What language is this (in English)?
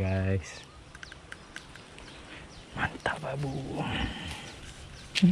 Malay